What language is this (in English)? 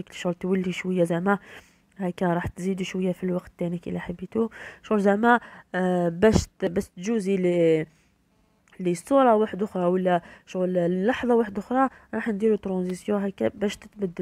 Algerian Arabic